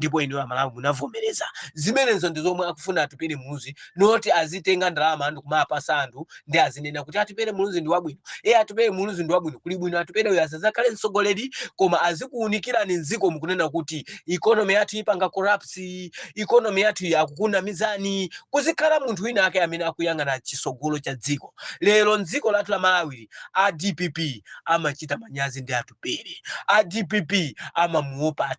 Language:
Nyanja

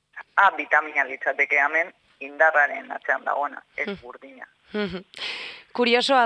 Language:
Basque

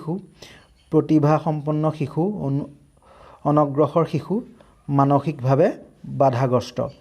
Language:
Assamese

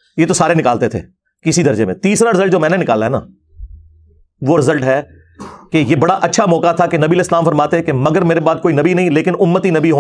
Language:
Urdu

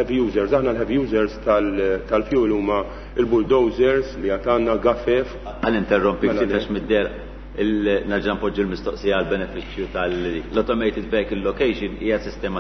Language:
Maltese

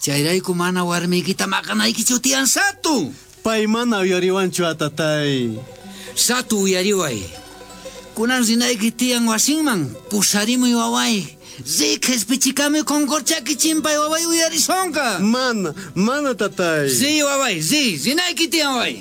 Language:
South Bolivian Quechua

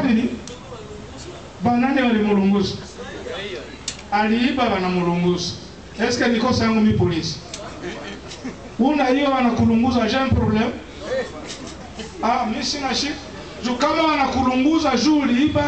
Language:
Swahili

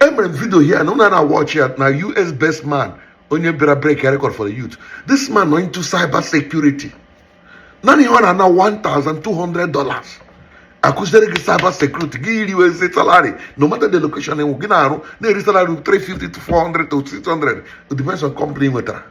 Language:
Igbo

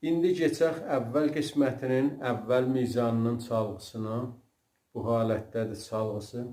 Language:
South Azerbaijani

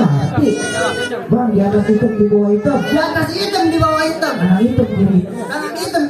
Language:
Betawi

